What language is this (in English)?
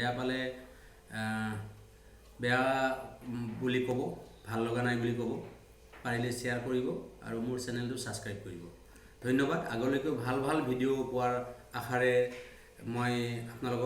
Assamese